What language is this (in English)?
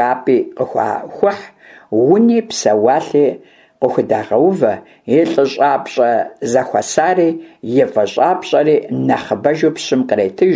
Kabardian